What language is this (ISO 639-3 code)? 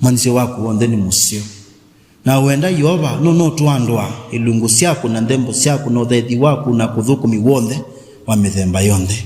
kam